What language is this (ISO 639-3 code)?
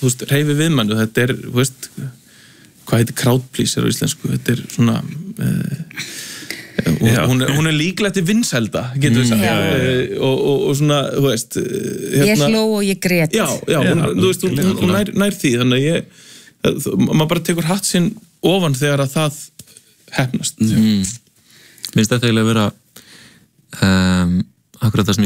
isl